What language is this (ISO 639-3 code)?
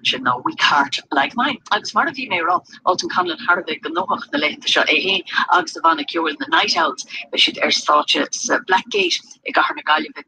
gle